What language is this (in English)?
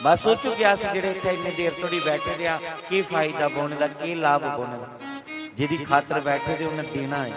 Dogri